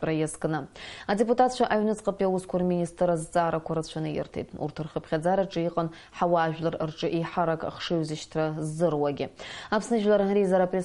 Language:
Abkhazian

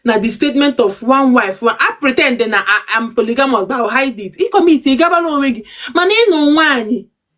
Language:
Igbo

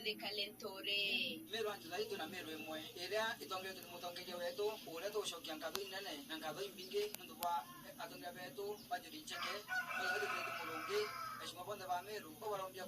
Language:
Meru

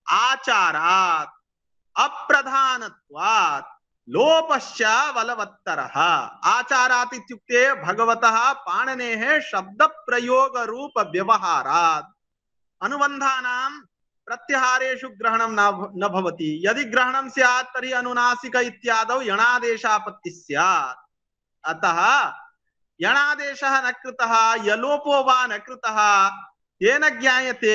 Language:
Sanskrit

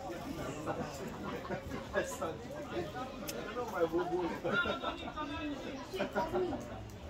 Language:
Romanian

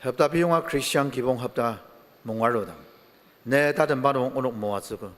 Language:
Ao Naga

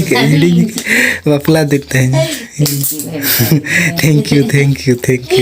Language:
Santali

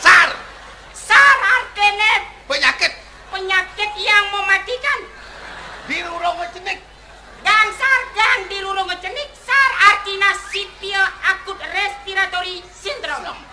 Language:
Balinese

